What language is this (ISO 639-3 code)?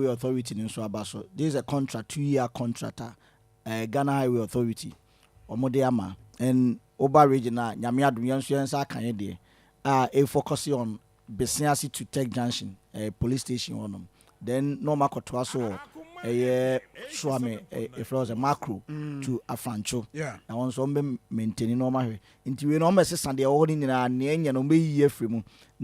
aka